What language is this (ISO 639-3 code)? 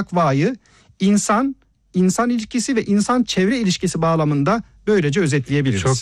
tur